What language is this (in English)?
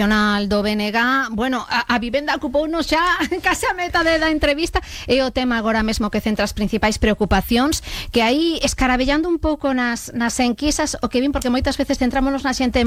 Galician